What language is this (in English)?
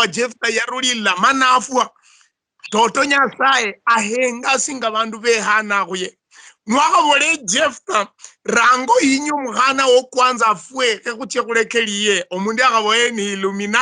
Luyia